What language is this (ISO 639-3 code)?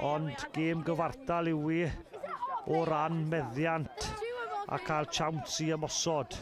cym